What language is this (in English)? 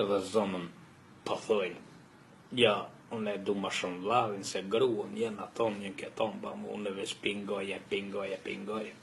Albanian